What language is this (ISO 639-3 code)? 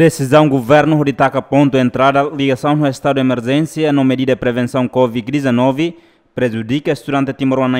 tet